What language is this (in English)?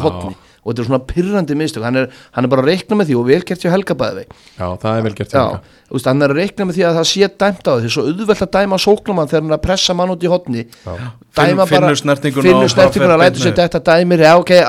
Icelandic